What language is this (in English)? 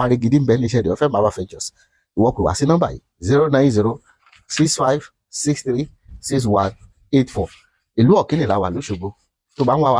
Yoruba